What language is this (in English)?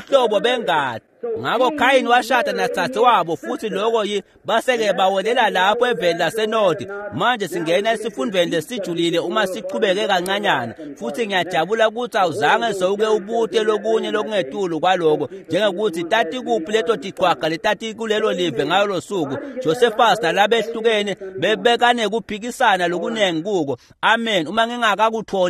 Swati